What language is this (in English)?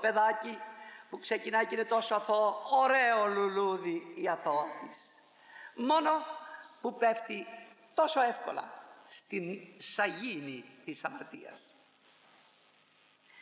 Greek